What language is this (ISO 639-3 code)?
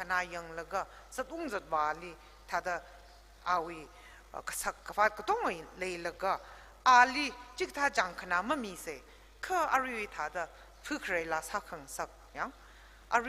nmf